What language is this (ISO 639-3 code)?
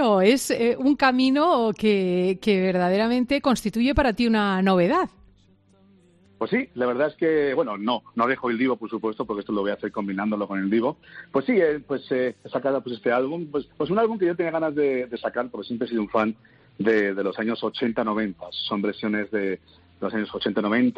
spa